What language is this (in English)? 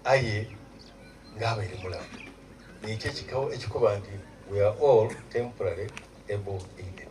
Soga